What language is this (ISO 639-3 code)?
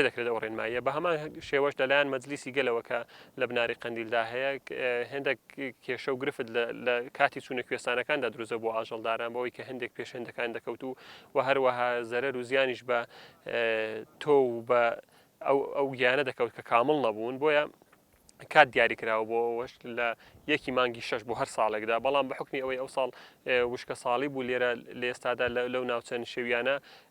ckb